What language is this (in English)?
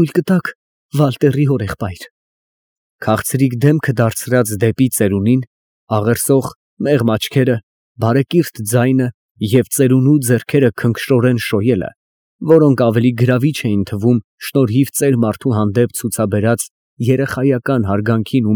Armenian